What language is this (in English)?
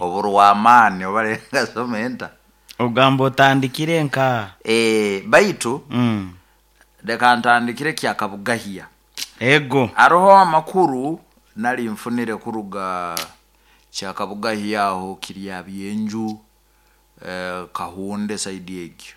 Nyoro